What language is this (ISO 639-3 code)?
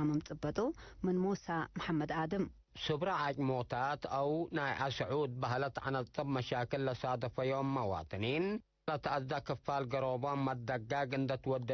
tig